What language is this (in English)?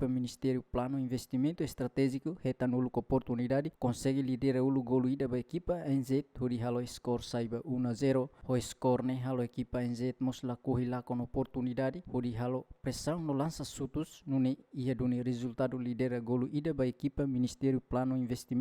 Tetum